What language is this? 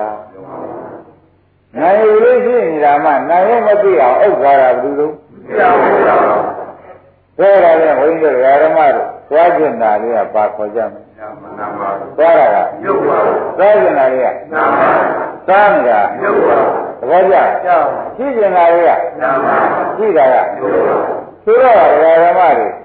Burmese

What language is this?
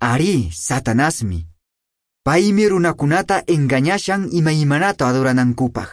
Quechua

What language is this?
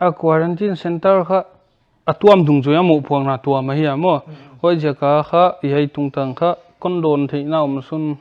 Paite Chin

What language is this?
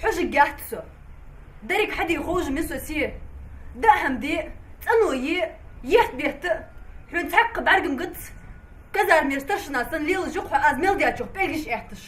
Ingush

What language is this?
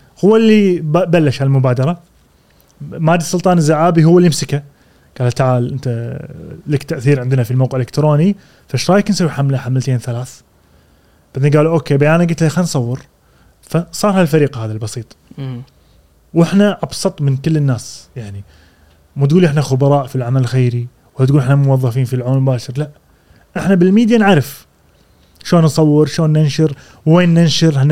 Gulf Arabic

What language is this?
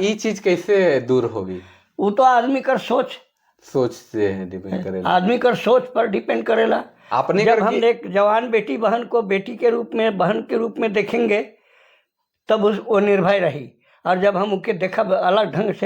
Sadri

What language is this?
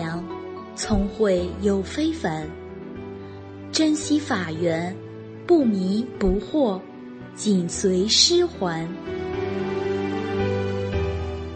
Chinese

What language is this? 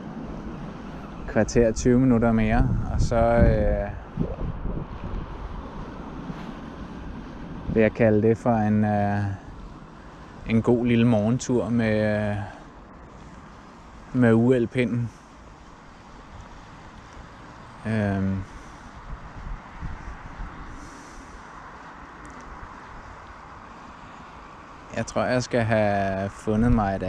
Danish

